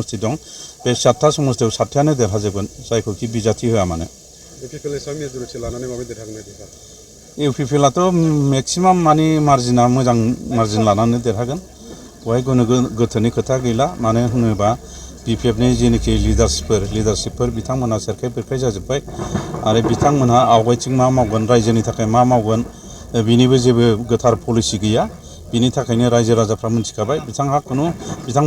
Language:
Bodo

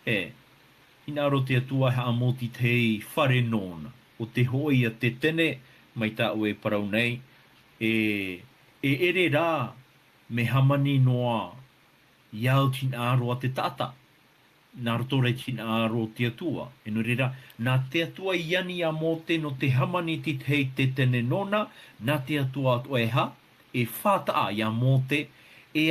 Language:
Tahitian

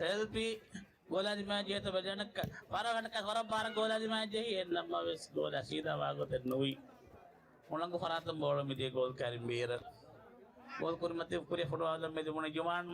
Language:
Divehi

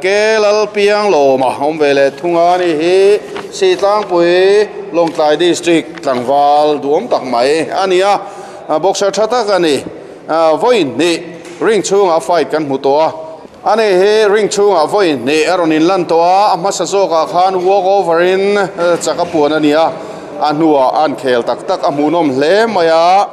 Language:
Mizo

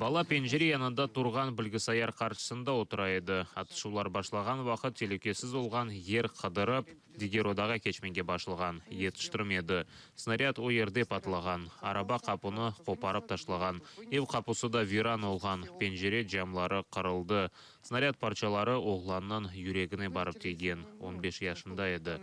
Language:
Crimean Tatar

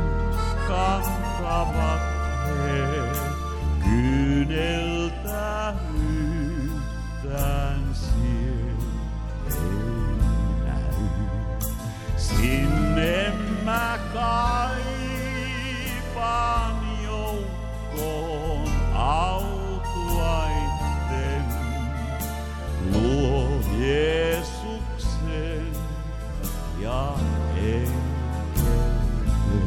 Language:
Finnish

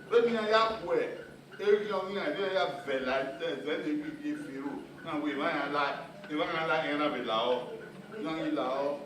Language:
Bini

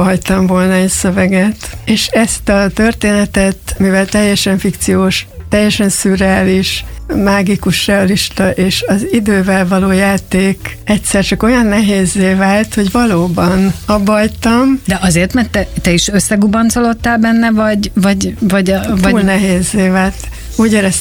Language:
Hungarian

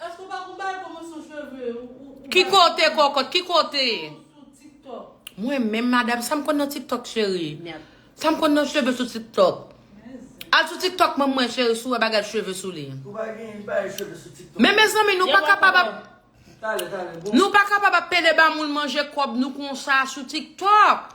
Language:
Haitian Creole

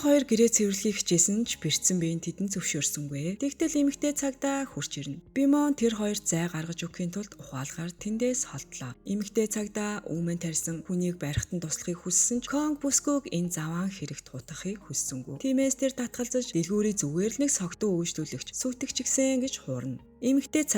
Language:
Mongolian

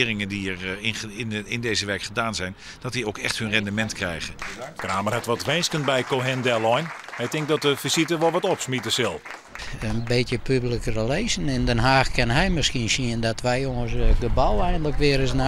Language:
Western Frisian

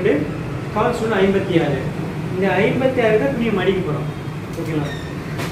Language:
Tamil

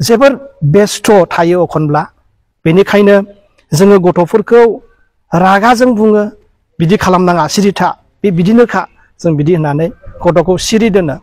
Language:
Bodo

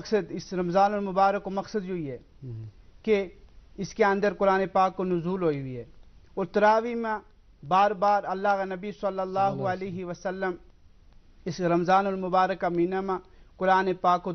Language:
Gujari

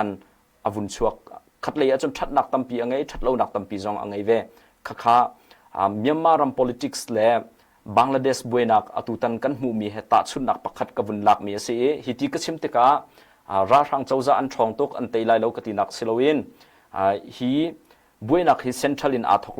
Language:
Hakha Chin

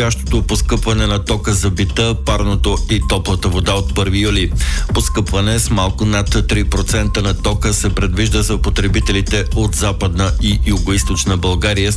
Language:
Bulgarian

